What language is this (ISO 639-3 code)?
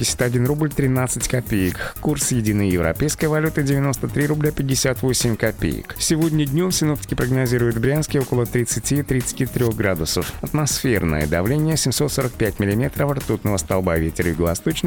rus